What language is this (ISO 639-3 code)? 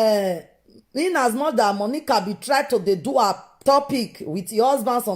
pcm